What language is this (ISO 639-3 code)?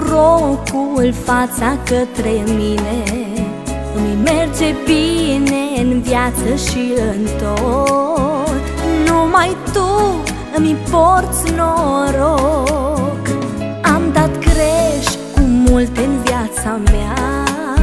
ron